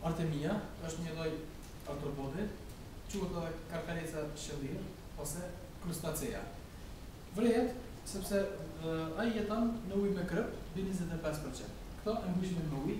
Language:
Albanian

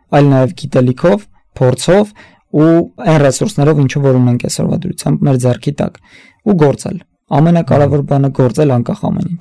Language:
Armenian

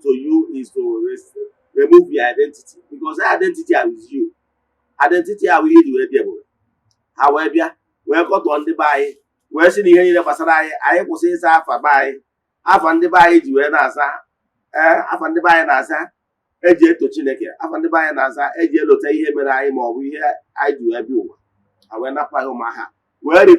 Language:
Igbo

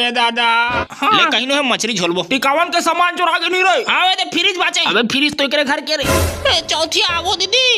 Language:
Chhattisgarhi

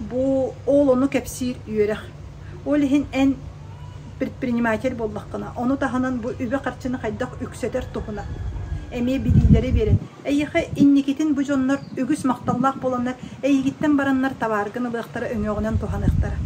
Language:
Yakut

